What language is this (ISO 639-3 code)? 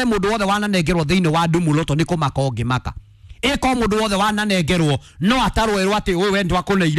kik